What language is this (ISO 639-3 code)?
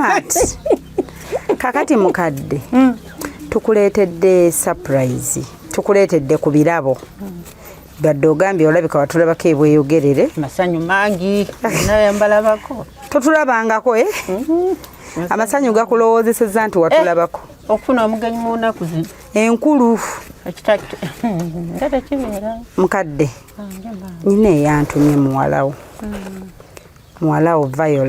lug